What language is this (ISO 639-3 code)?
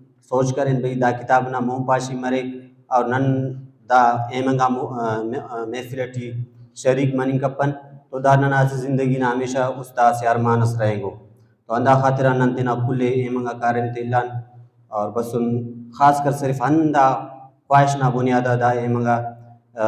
brh